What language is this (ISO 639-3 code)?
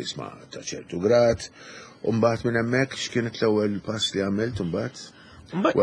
mlt